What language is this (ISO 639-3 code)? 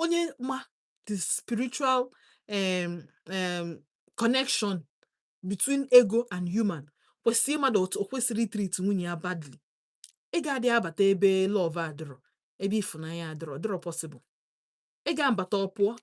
ibo